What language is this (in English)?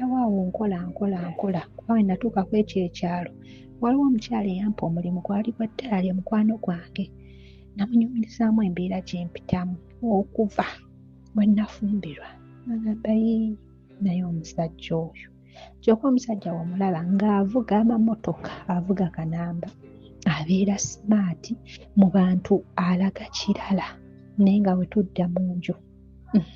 Ganda